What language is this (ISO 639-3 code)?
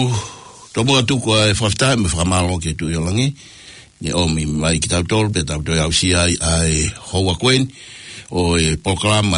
ton